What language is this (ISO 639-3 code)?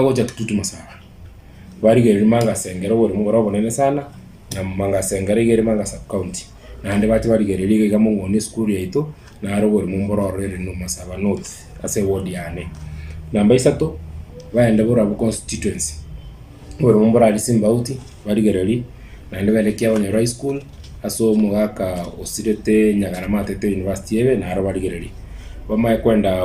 guz